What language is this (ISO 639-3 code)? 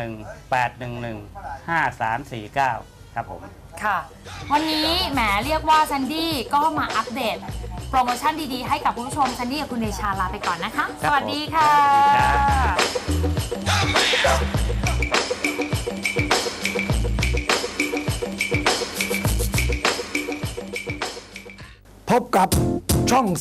tha